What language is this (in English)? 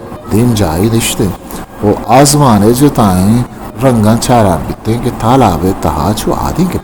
Eastern Balochi